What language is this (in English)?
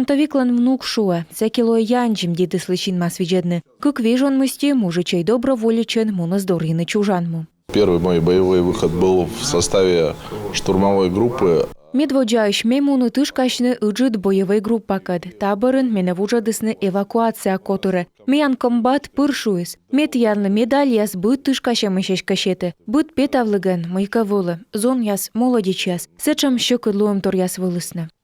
Komi